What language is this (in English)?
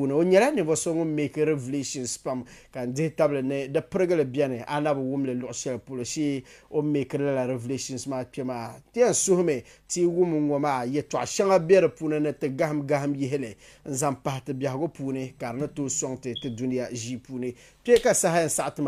Dagbani